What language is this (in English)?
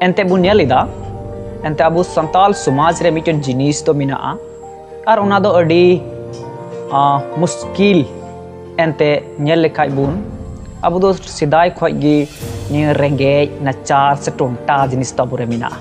Santali